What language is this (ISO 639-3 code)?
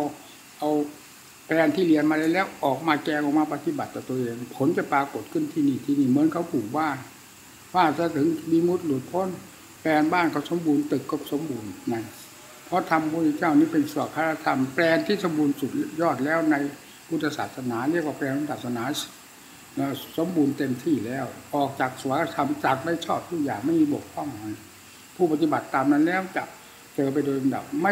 tha